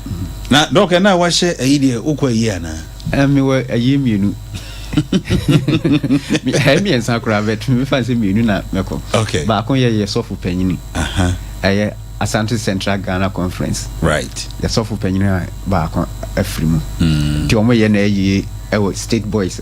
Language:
Akan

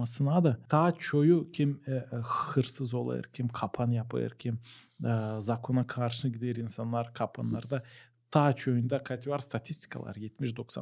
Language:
Gagauz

